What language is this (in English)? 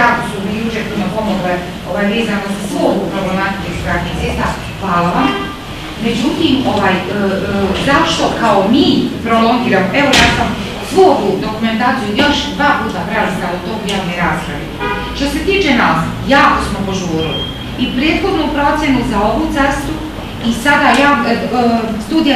Croatian